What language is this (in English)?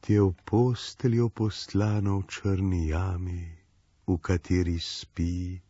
Slovenian